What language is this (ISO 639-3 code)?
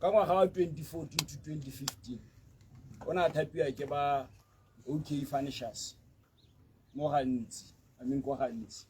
tsn